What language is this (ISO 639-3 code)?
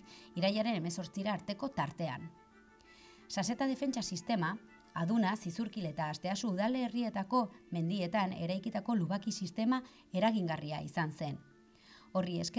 eus